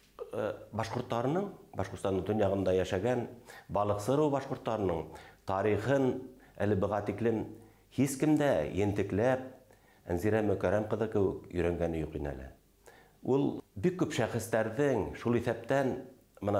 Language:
Bashkir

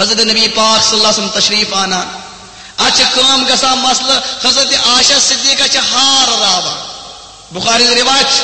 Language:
Kashmiri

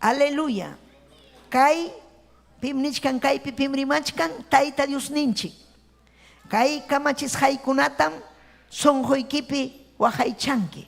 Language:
Ayacucho Quechua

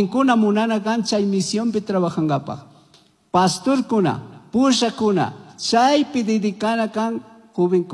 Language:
Chimborazo Highland Quichua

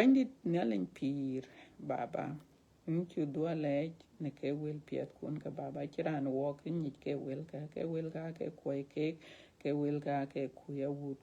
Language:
Dinka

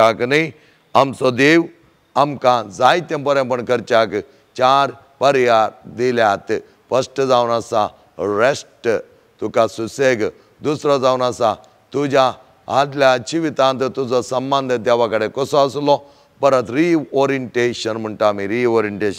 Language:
Konkani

